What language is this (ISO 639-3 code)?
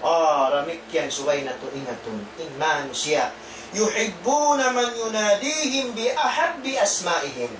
tsg